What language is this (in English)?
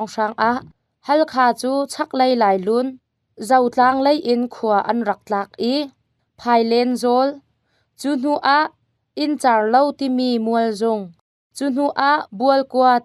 Hakha Chin